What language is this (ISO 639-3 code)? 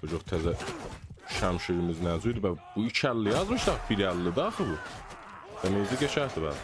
azb